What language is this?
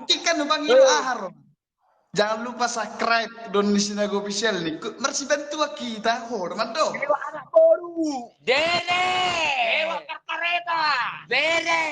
Batak Toba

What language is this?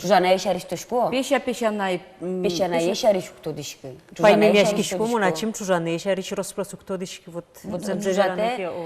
Udmurt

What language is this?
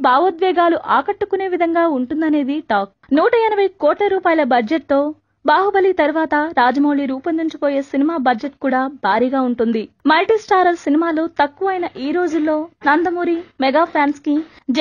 Telugu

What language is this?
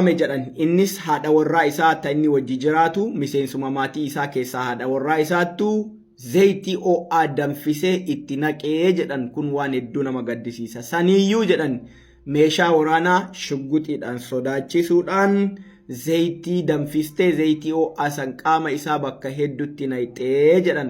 Oromo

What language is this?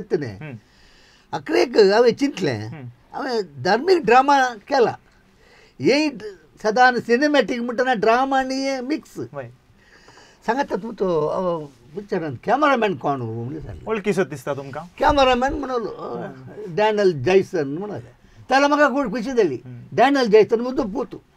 Konkani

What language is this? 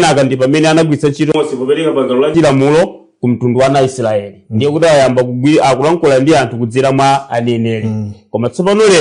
Nyanja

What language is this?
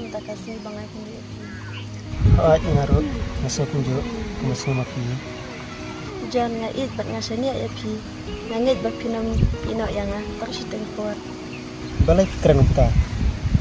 Khasi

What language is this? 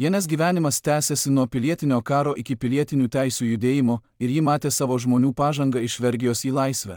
Lithuanian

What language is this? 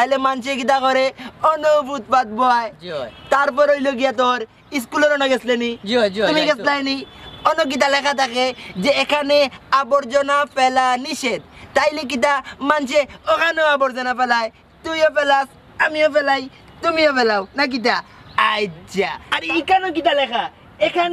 Sylheti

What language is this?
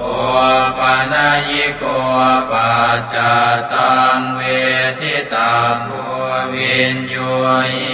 Pali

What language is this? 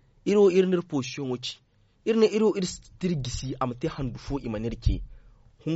Zarma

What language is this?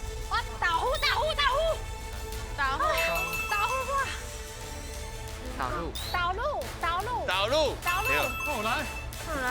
Min Nan Chinese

